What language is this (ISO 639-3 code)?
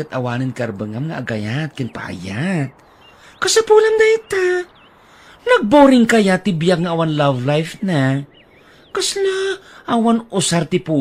ilo